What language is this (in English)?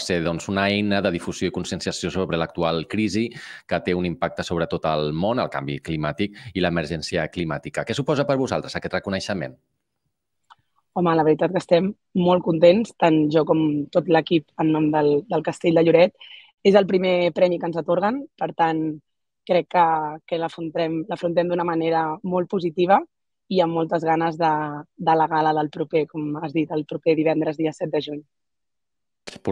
Catalan